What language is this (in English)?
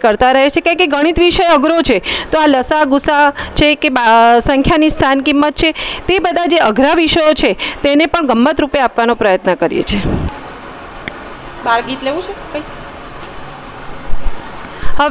Gujarati